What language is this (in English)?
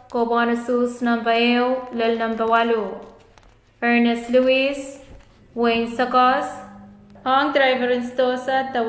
Pohnpeian